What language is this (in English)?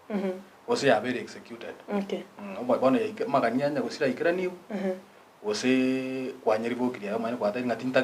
Gusii